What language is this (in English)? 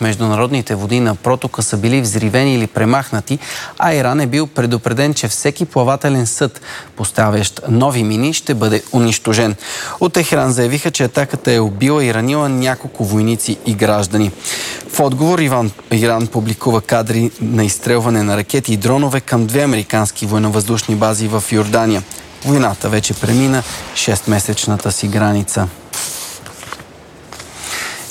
Bulgarian